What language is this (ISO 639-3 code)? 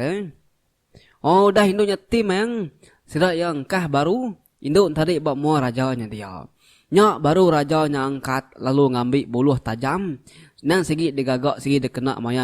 iba